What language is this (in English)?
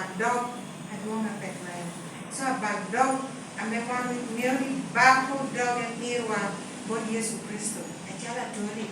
Lango (Uganda)